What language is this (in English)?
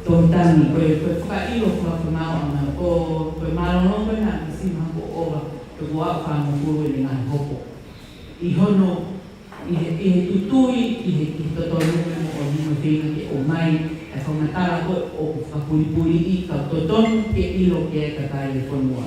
Tongan